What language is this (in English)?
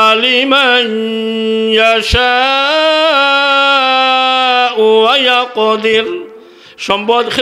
Sylheti